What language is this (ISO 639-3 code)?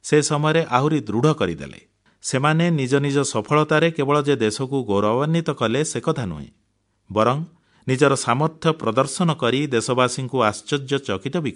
ori